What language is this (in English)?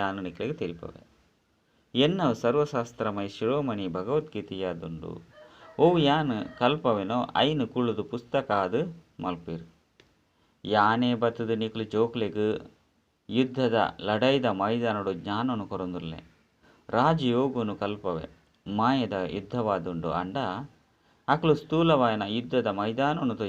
Tulu